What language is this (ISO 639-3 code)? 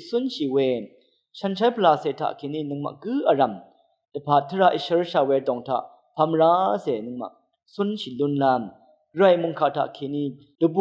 raw